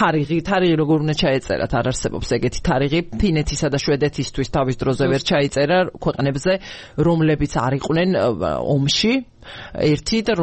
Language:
Georgian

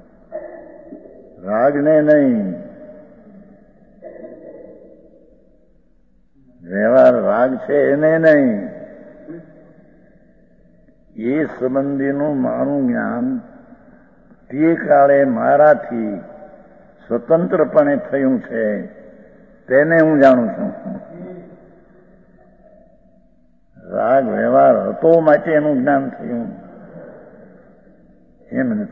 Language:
Gujarati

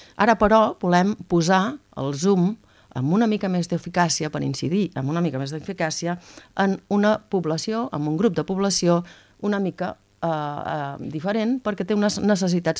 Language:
Catalan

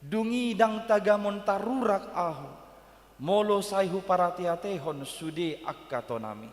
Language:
Batak Toba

